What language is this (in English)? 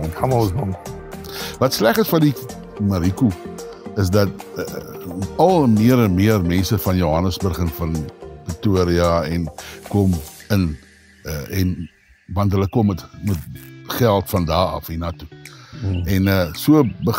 Afrikaans